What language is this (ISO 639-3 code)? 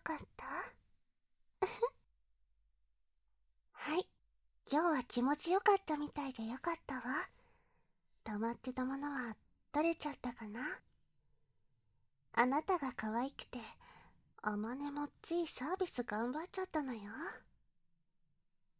jpn